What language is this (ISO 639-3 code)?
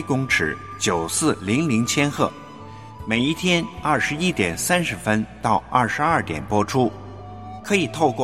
zho